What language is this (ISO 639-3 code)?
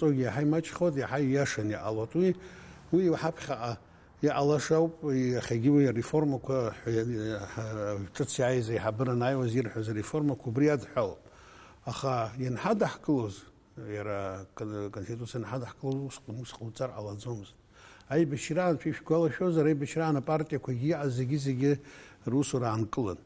abk